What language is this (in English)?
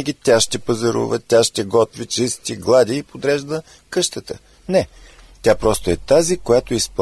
Bulgarian